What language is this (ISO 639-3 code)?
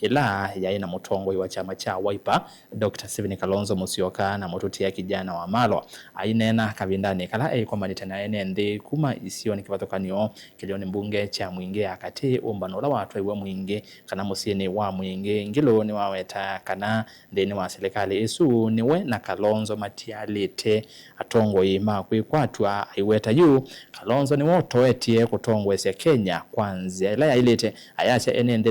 kam